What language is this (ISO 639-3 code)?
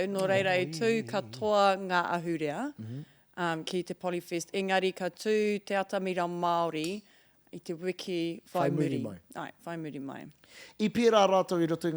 mri